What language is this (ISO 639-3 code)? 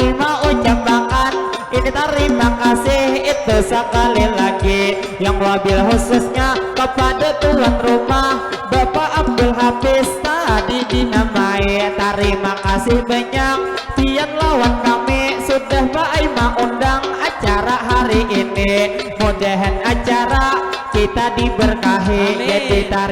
bjn